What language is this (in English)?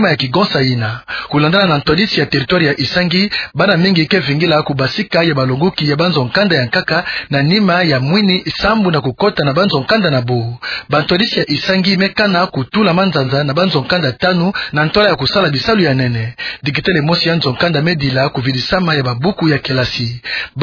Kituba (Democratic Republic of Congo)